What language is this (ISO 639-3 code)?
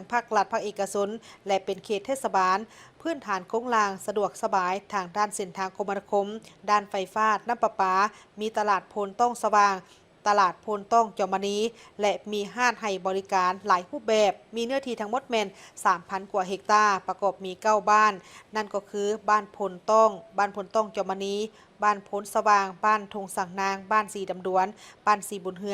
lao